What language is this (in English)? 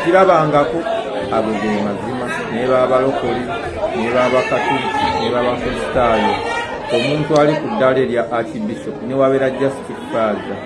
Ganda